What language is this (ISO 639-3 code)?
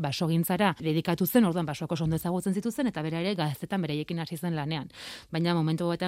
eus